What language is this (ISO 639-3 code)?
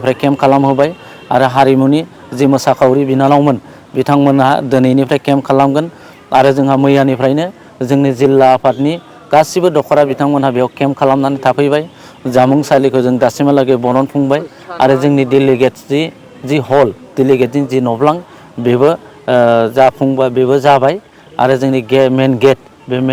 brx